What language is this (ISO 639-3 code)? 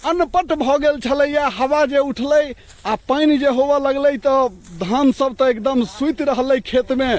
mai